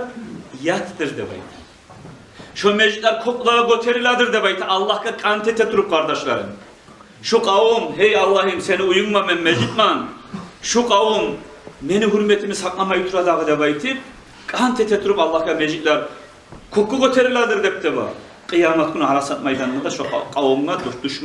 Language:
Kumyk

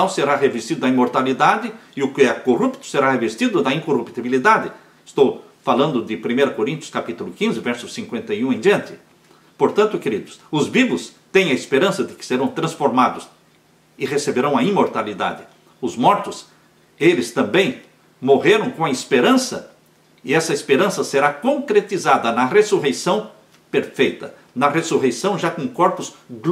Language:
Portuguese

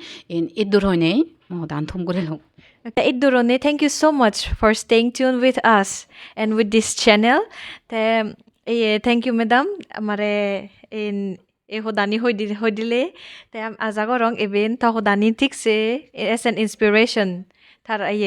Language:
Chakma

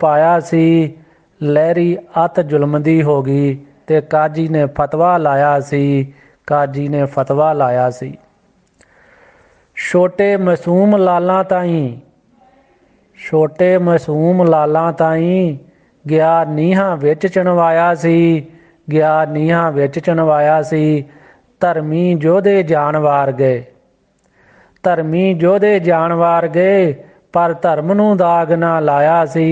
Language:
Punjabi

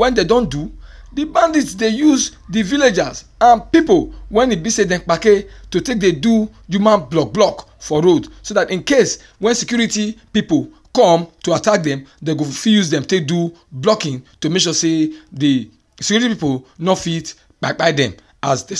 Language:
Nigerian Pidgin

